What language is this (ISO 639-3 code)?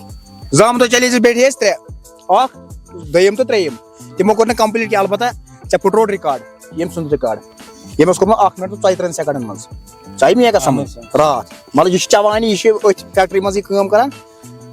kas